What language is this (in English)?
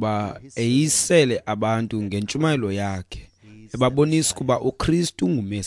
Xhosa